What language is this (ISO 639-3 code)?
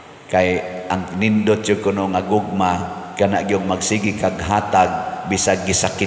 ceb